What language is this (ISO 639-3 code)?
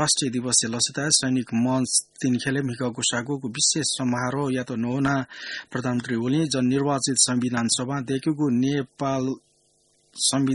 new